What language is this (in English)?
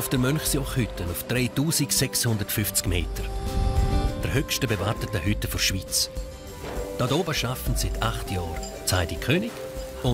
Swiss German